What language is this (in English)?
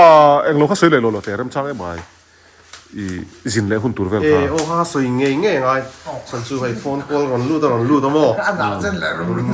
Mizo